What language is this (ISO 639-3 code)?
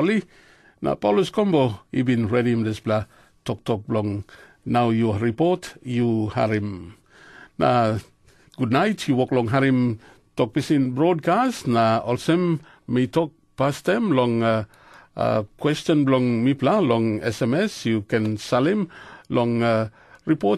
tpi